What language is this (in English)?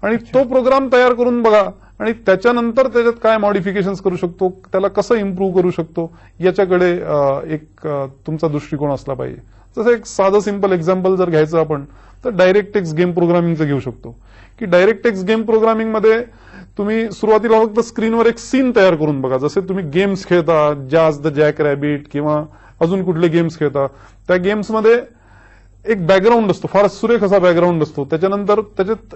Marathi